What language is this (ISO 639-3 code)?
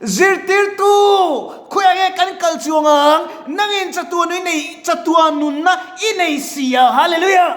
lus